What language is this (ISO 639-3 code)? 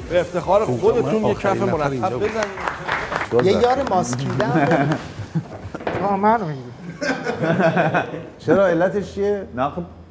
fas